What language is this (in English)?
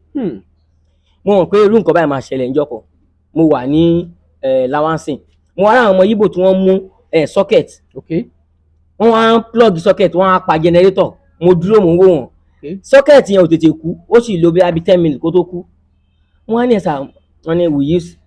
Yoruba